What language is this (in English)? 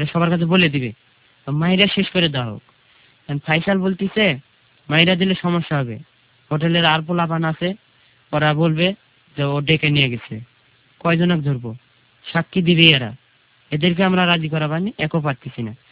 Bangla